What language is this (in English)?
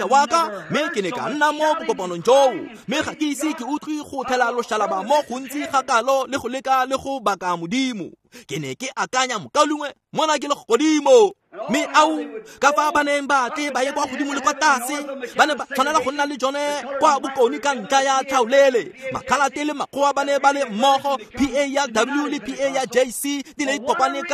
Tswana